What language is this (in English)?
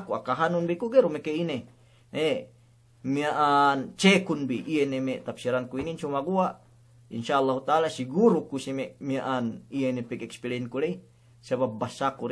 Yakan